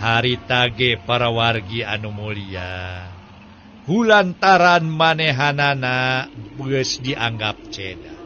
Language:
Sundanese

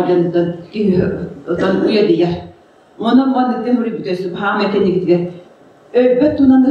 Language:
Yakut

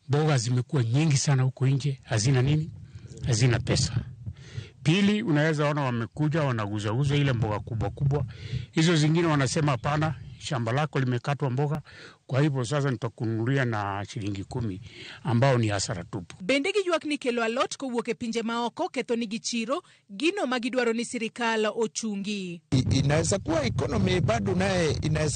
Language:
Luo (Kenya and Tanzania)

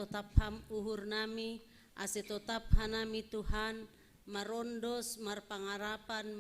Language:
Batak Simalungun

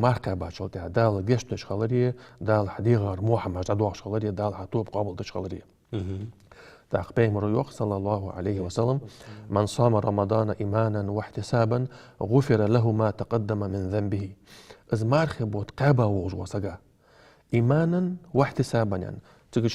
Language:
Ingush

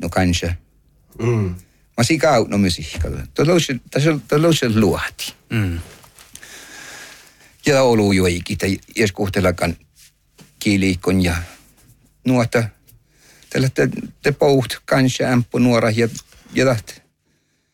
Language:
Northern Sami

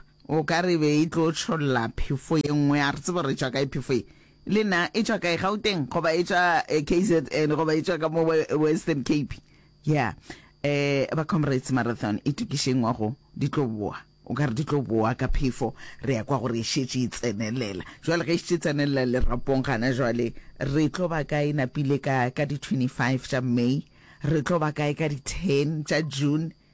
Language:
Northern Sotho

